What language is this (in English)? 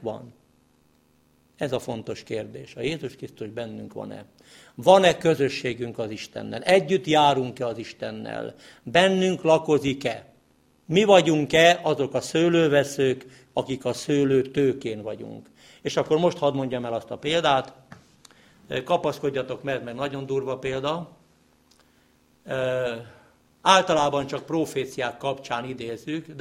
Hungarian